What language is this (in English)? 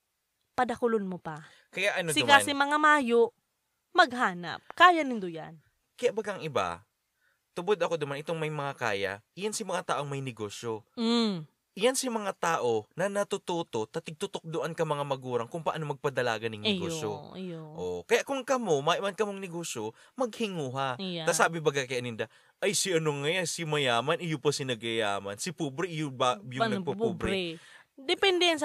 Bikol